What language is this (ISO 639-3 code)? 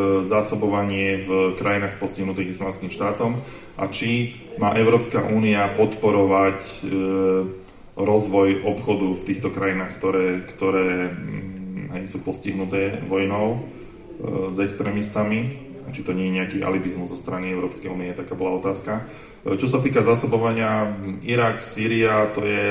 slk